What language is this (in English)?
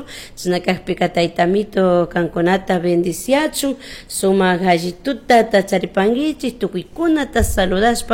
Chimborazo Highland Quichua